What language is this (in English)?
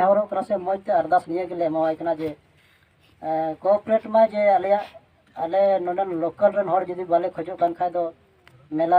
Santali